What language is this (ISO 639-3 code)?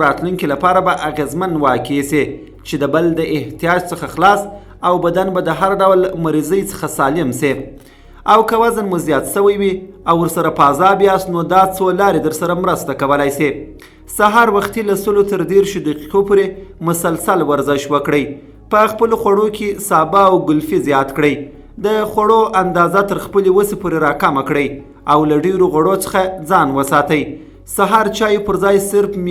pus